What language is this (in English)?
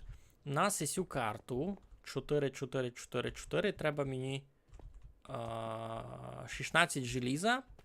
Rusyn